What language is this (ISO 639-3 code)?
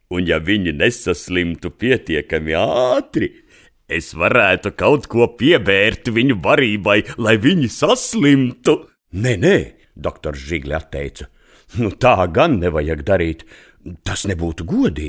lav